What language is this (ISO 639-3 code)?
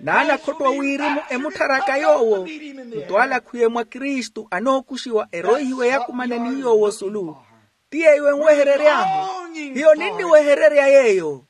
vmw